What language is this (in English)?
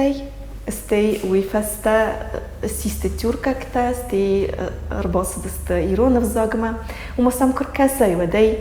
Ossetic